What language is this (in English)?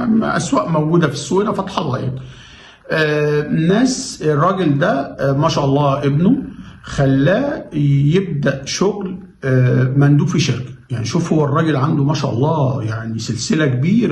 Egyptian Arabic